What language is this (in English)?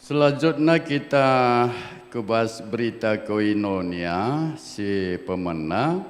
Batak Karo